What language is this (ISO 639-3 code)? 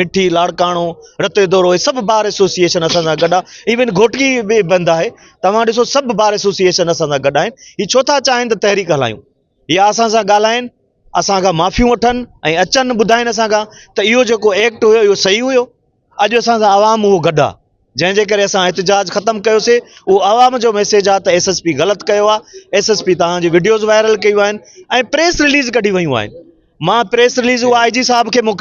snd